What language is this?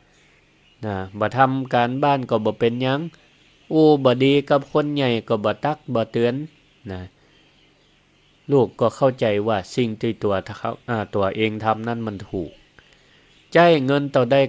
Northern Thai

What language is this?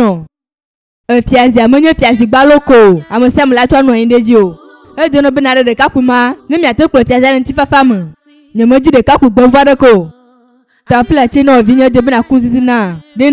Ewe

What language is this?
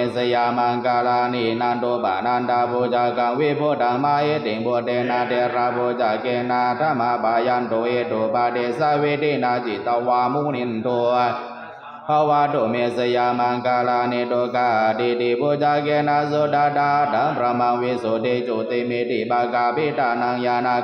Pali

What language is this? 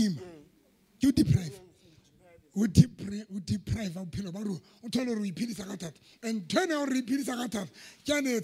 Southern Sotho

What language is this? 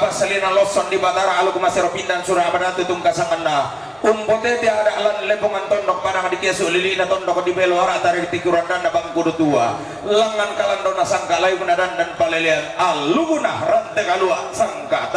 Toraja-Sa'dan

